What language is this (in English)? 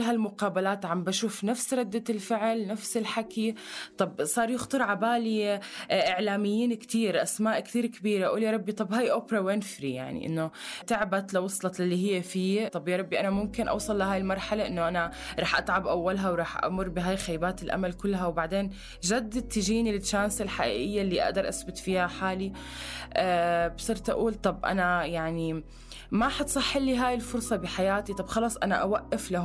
North Levantine Arabic